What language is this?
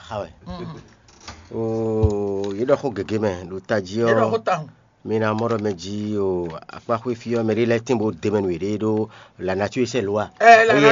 Fon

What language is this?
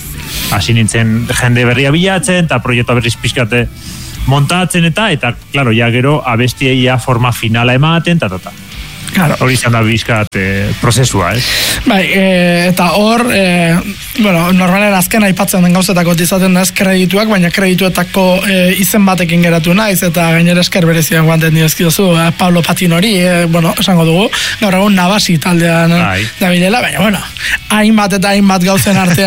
Basque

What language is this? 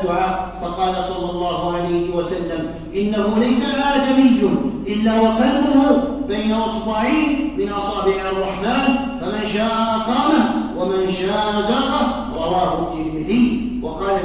Arabic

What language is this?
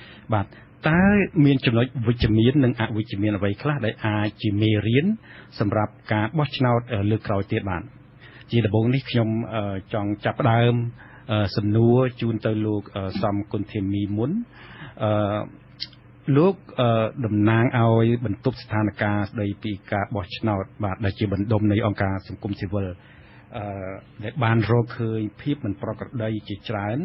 Khmer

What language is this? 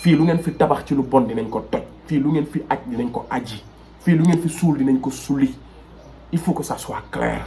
Wolof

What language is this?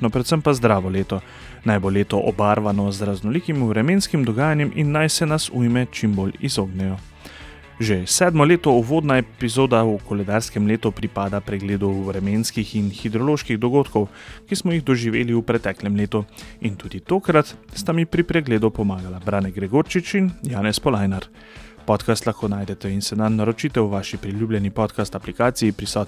Slovenian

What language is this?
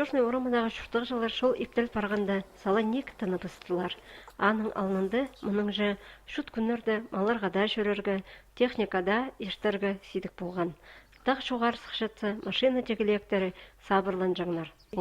Khakas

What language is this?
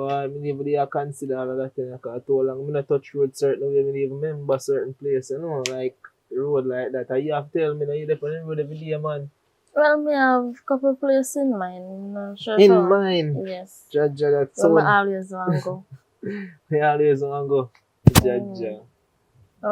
Jamaican Creole English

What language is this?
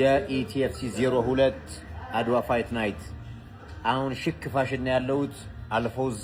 Amharic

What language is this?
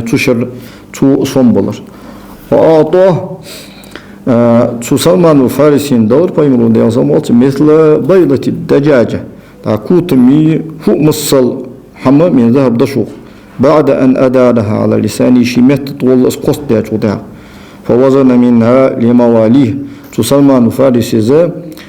Ingush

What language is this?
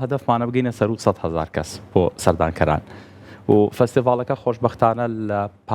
Central Kurdish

